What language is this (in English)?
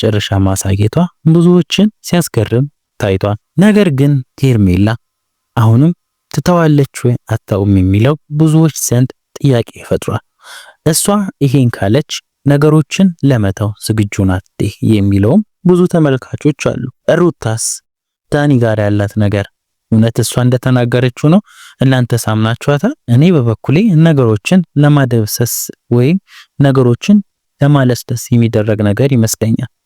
Amharic